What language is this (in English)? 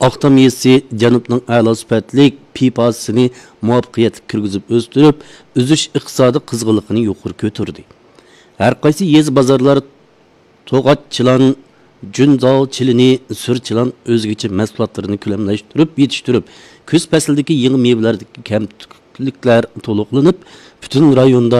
Uyghur